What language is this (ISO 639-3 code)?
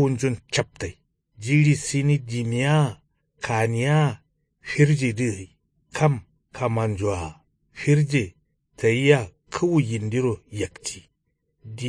kau